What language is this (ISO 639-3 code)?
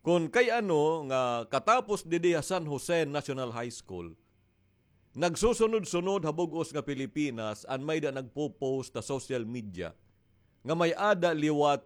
war